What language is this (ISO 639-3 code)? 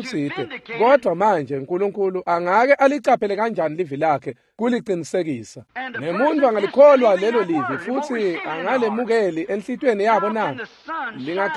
ssw